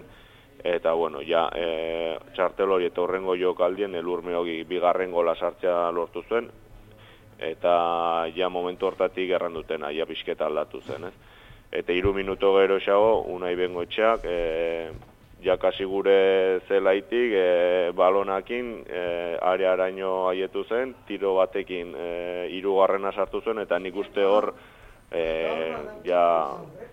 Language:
Basque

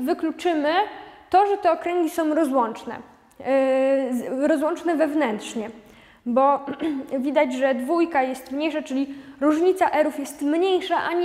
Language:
Polish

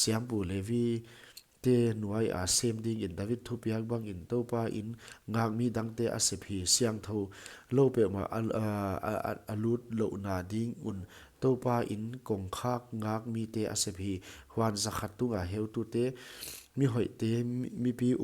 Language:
Paite Chin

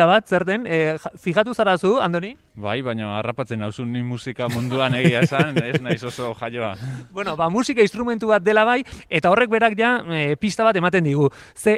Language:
Basque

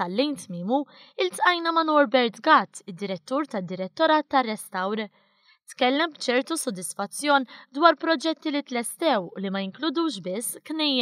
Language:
Maltese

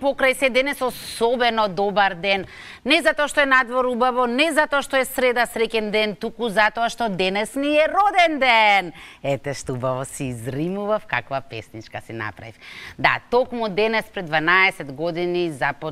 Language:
Macedonian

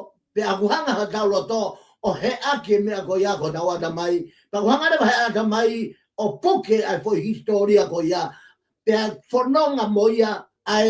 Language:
Tongan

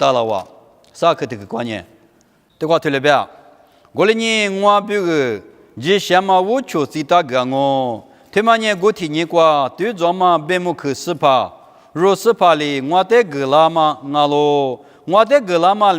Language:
Lisu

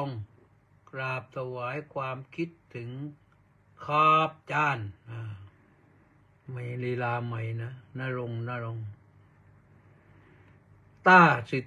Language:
Thai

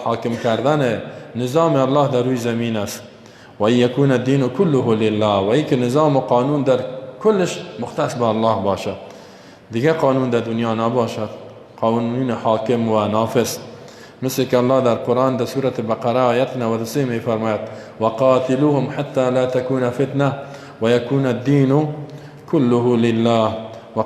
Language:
Persian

